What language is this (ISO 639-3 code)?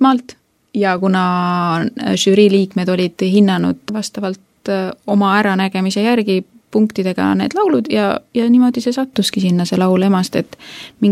est